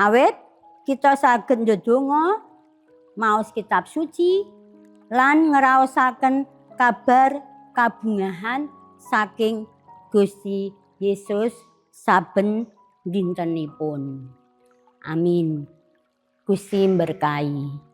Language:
Javanese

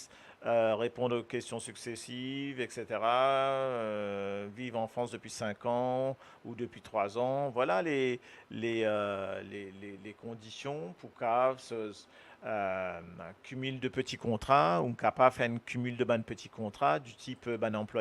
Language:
Morisyen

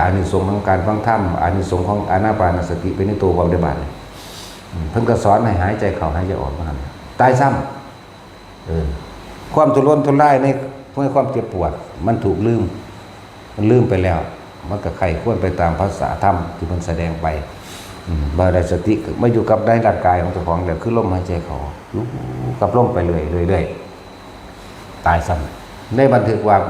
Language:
Northeastern Thai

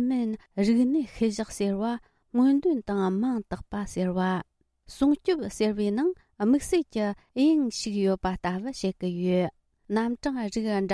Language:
Tibetan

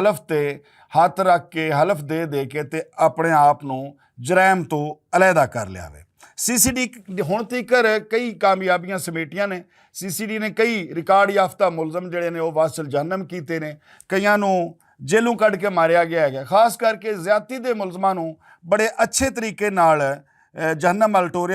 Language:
Western Panjabi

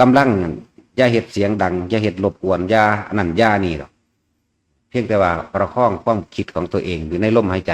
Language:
Northeastern Thai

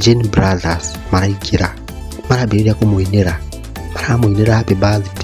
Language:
Kikuyu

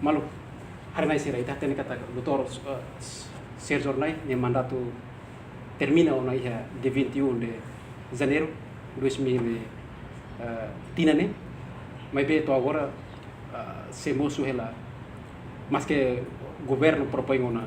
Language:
Tetum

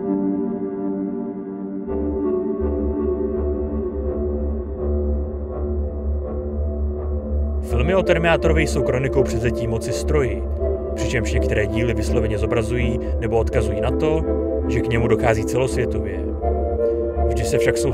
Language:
Czech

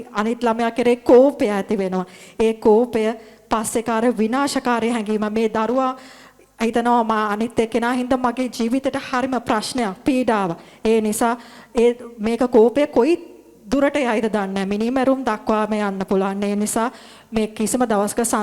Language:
Sinhala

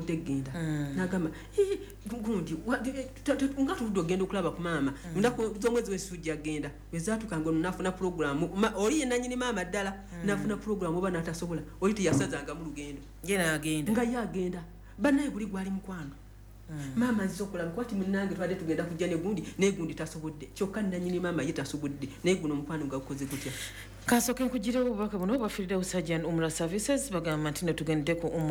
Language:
Ganda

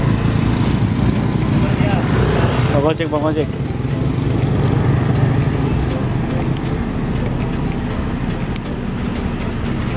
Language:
Indonesian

